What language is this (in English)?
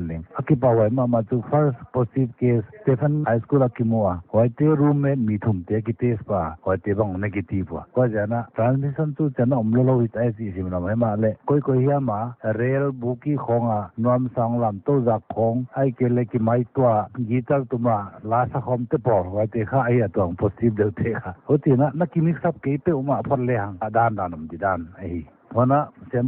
Paite Chin